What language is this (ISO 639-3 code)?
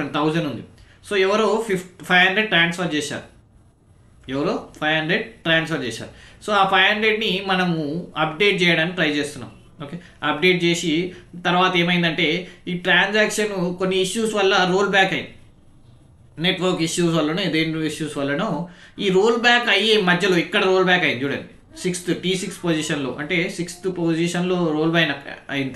tel